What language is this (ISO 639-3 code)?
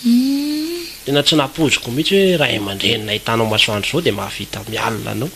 mlg